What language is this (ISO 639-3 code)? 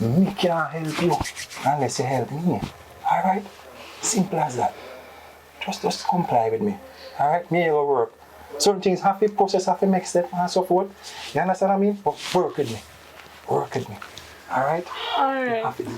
jam